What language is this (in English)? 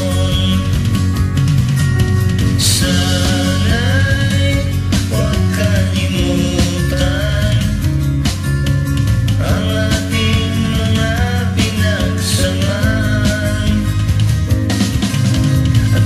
Filipino